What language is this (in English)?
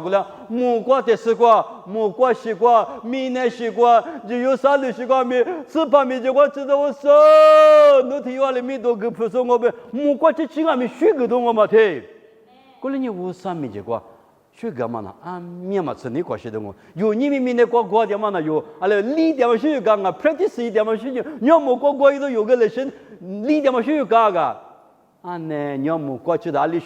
Lisu